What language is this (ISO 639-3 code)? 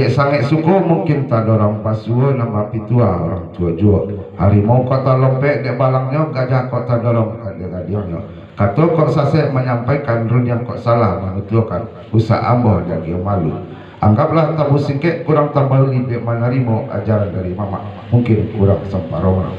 min